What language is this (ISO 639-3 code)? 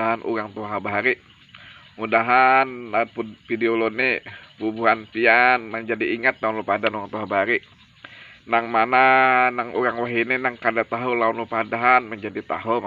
bjn